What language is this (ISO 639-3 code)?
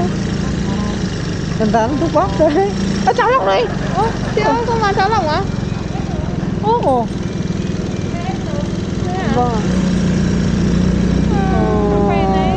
vie